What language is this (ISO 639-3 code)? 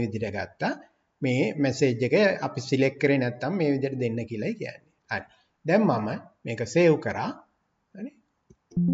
sin